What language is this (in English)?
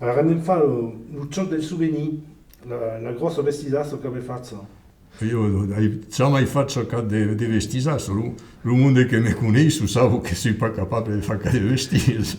Occitan